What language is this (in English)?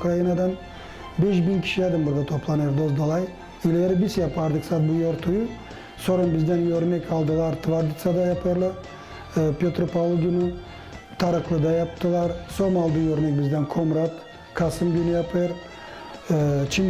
Gagauz